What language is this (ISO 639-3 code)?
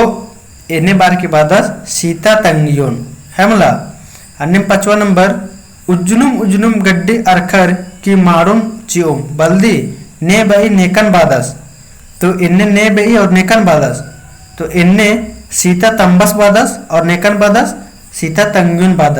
kru